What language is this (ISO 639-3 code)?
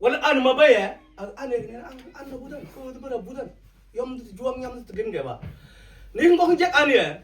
mfz